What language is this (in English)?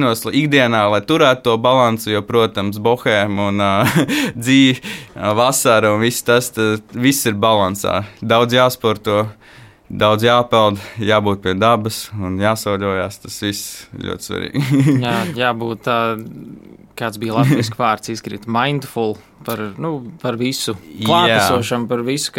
Latvian